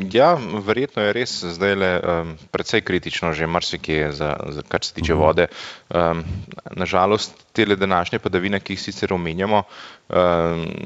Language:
Slovenian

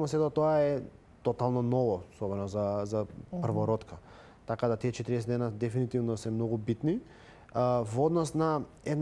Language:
Macedonian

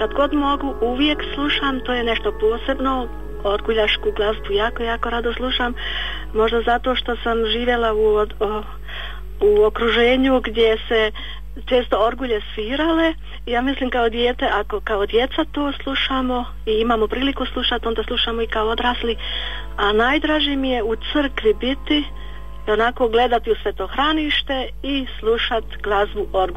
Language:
Croatian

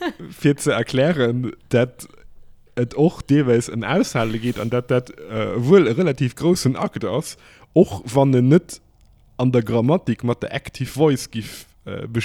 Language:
Luxembourgish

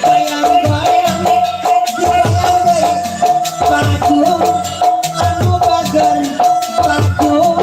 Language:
Betawi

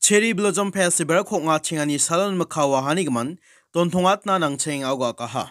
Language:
Garo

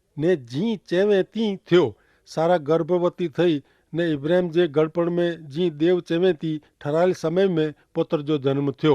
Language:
Kachhi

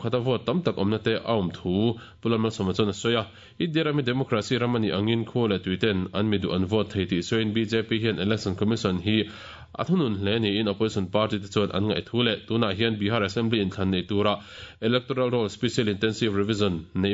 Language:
Mizo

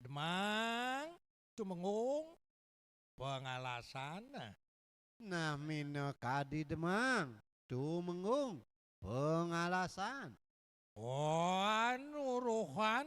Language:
Balinese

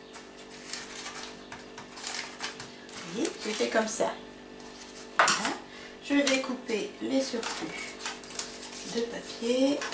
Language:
French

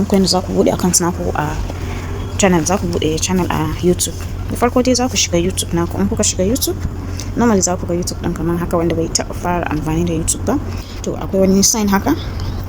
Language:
Hausa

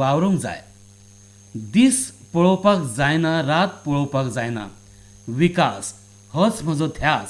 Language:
Konkani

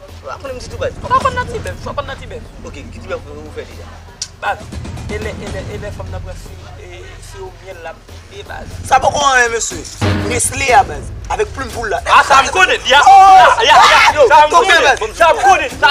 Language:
Haitian Creole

